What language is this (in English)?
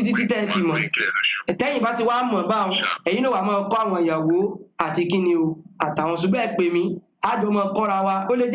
Yoruba